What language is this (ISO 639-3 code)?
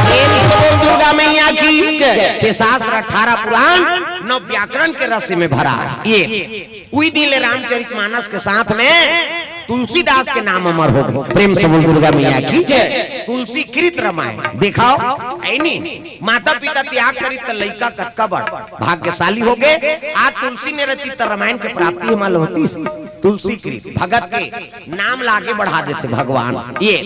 hne